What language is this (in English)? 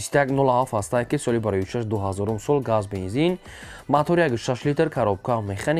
Tajik